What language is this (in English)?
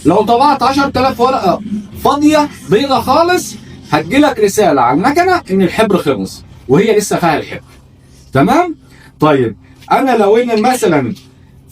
Egyptian Arabic